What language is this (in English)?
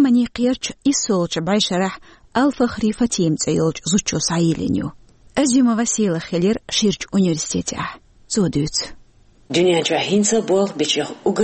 Chechen